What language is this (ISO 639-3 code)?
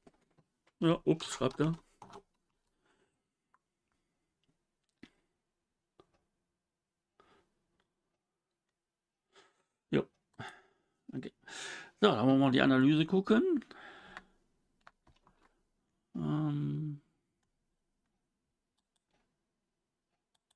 deu